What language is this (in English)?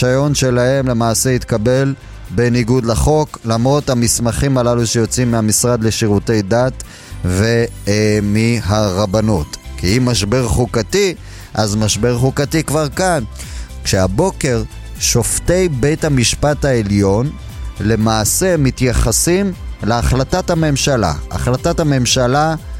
Hebrew